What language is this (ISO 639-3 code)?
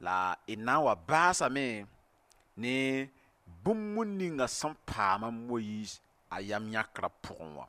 mos